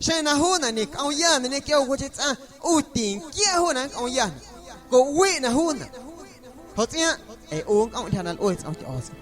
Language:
Guerrero Amuzgo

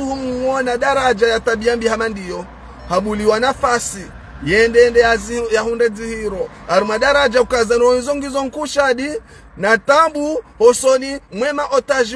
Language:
Ngazidja Comorian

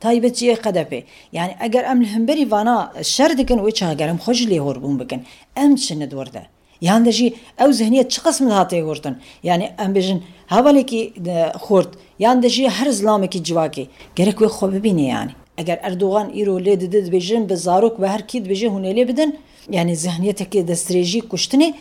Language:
Kurdish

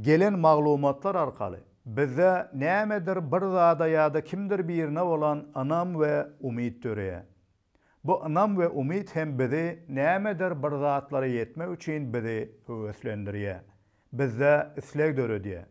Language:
Turkmen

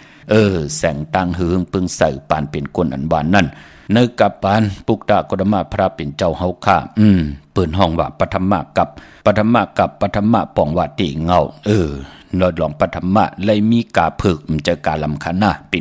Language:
Shan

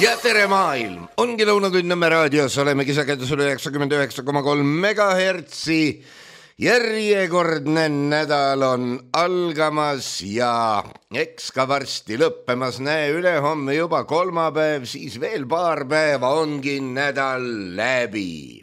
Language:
Estonian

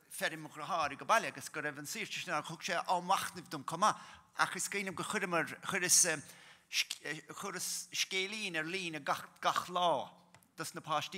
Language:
Irish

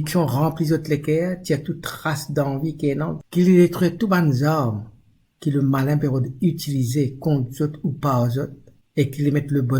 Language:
Morisyen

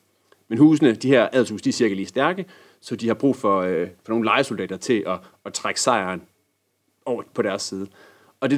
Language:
Danish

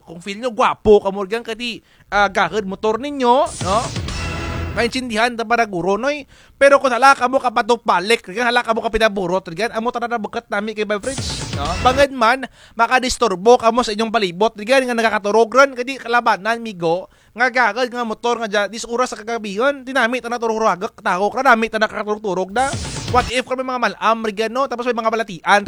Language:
Kinaray-a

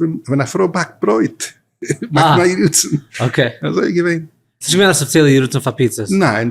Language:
Yiddish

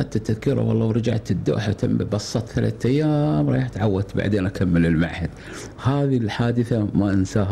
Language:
Gulf Arabic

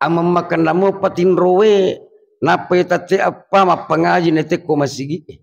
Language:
Buginese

